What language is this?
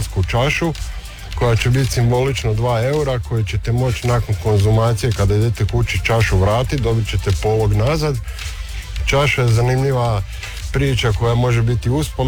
Croatian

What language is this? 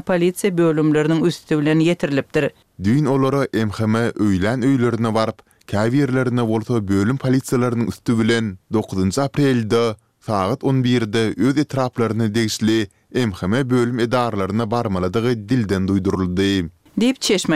Turkmen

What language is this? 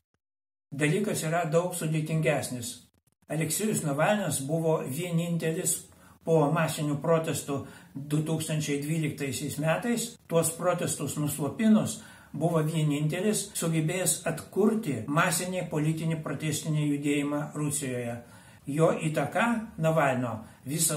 Lithuanian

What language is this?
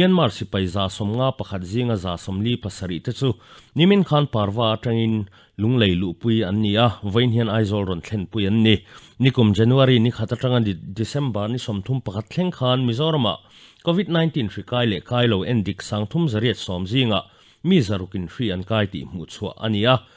Mizo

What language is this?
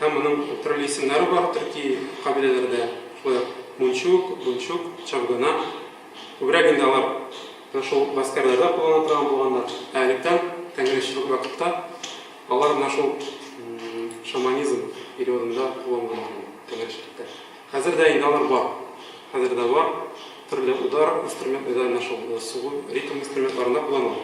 Tatar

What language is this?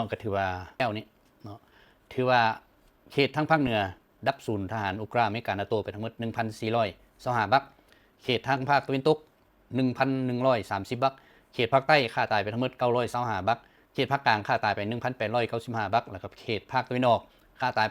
Lao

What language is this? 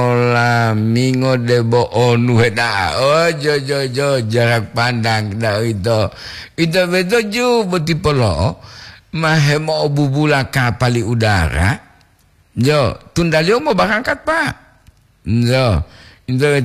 Gorontalo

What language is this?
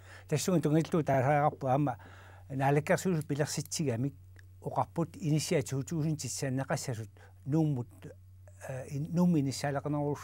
Kalaallisut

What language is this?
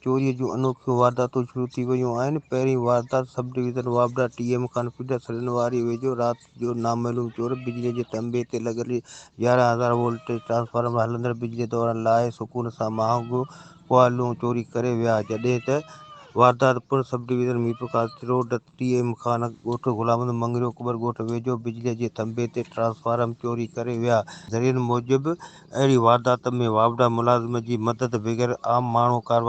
Sindhi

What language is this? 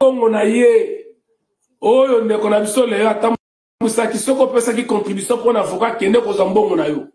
Lingala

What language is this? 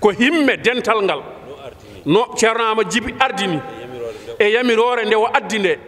Fula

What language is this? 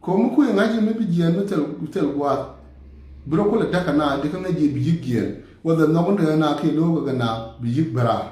Nuer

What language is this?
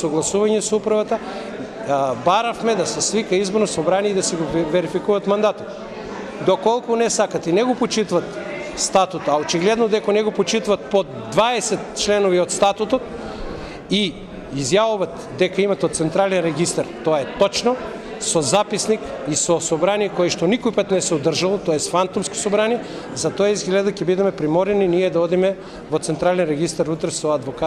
Macedonian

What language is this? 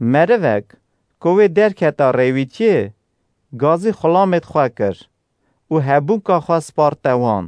Kurdish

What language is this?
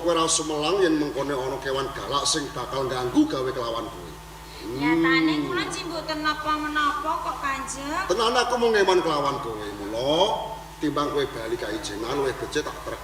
Javanese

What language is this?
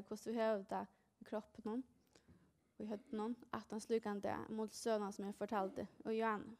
Faroese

